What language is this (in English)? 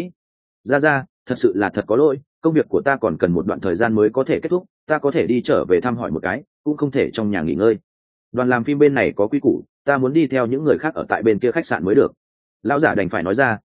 Vietnamese